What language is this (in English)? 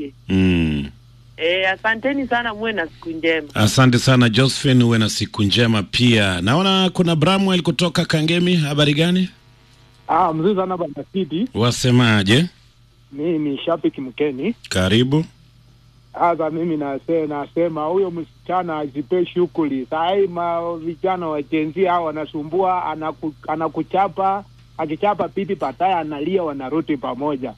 Swahili